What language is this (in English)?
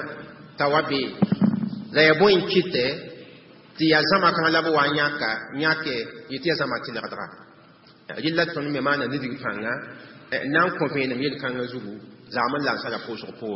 Mossi